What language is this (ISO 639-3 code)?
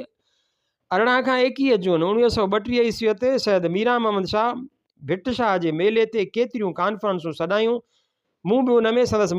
snd